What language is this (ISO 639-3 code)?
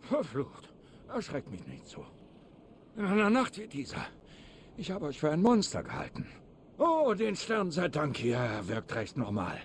bar